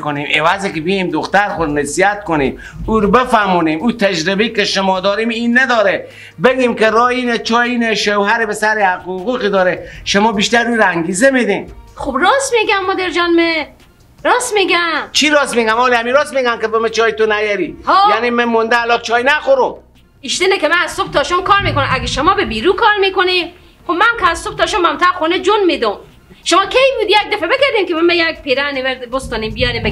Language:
Persian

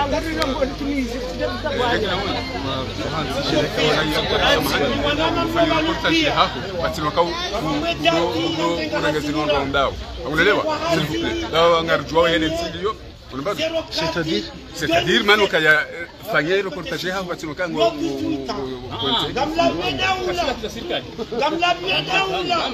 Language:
Swahili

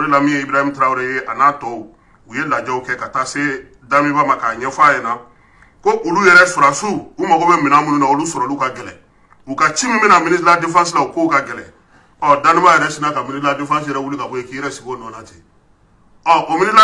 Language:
Bambara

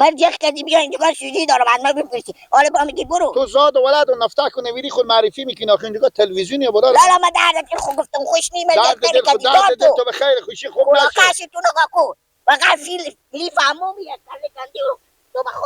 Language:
Persian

